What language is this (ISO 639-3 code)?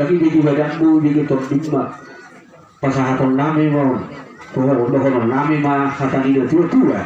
bbc